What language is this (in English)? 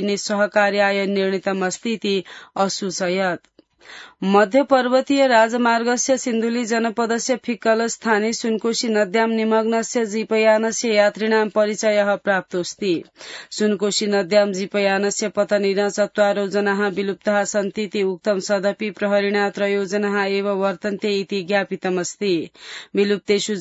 Sanskrit